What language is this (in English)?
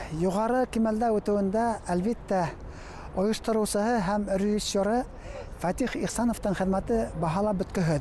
Bashkir